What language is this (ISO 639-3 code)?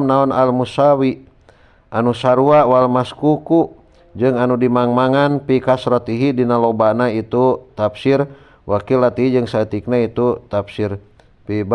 sun